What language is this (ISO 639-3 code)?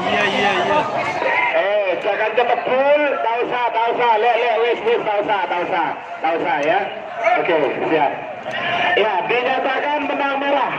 mad